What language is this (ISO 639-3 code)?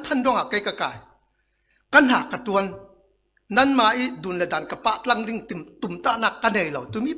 cfm